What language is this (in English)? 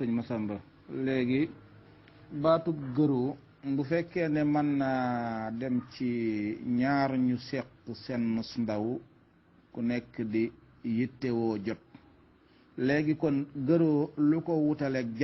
Wolof